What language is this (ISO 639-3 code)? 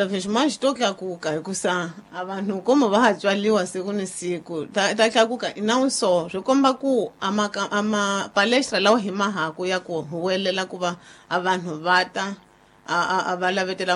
tso